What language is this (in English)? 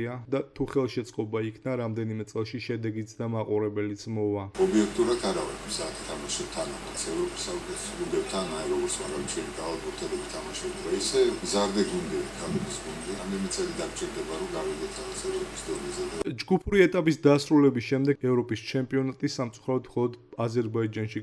Georgian